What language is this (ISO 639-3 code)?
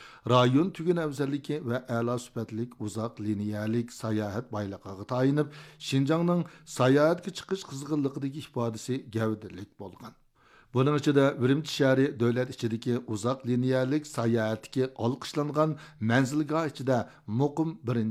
uig